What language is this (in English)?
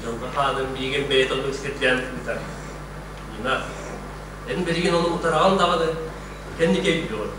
Yakut